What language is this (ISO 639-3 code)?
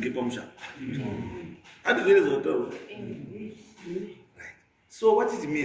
sna